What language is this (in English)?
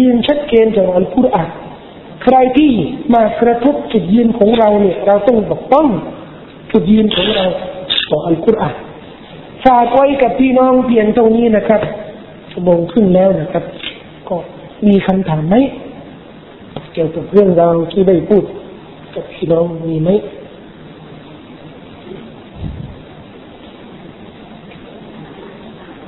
Thai